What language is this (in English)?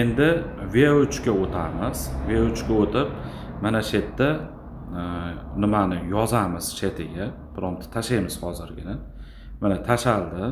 Uzbek